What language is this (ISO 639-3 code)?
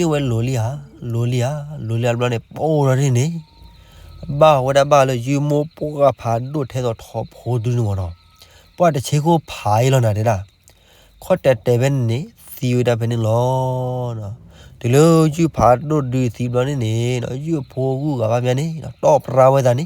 ksw